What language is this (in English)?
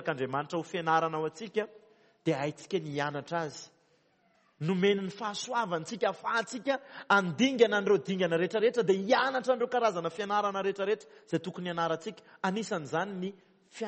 Malagasy